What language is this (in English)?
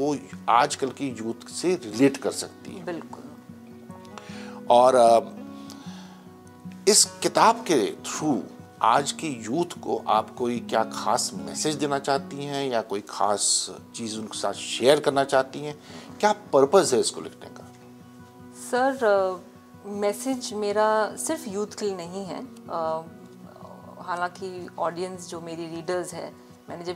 Hindi